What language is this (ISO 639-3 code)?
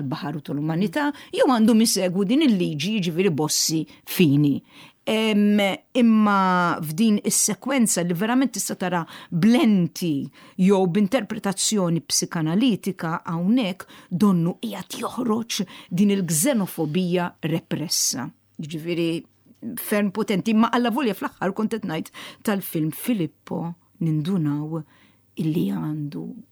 mlt